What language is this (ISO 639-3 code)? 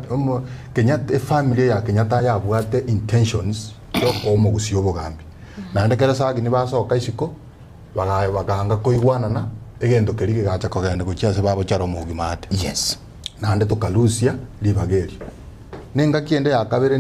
guz